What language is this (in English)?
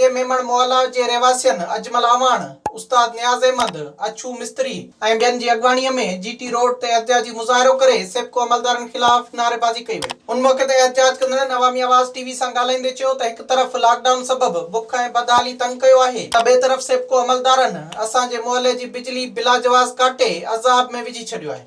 Sindhi